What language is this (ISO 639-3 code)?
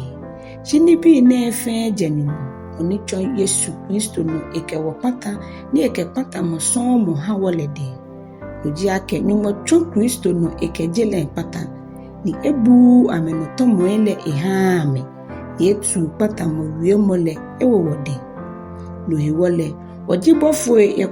gaa